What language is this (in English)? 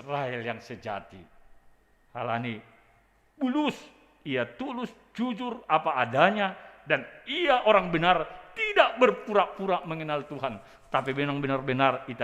Batak Simalungun